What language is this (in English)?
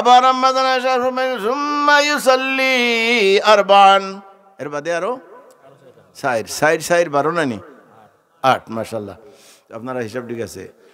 Sylheti